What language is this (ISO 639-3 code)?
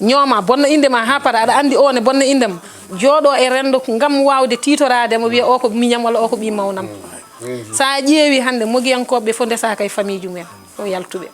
ful